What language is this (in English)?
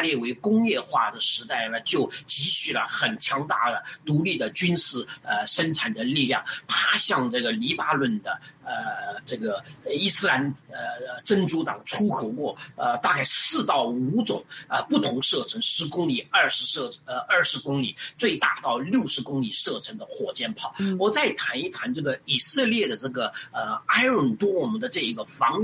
Chinese